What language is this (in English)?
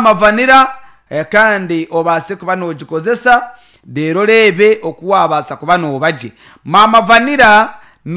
Nyankole